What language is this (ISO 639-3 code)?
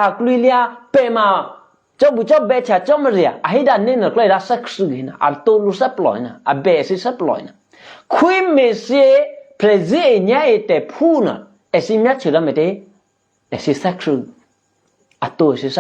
eky